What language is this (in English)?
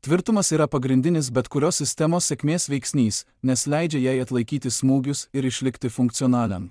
Lithuanian